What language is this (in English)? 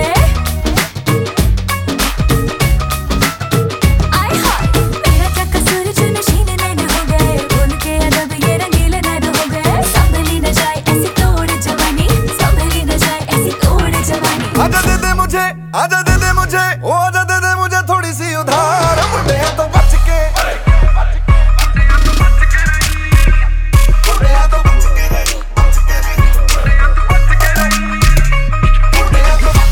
Hindi